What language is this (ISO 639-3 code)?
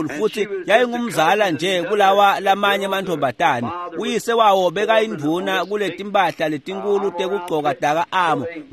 ssw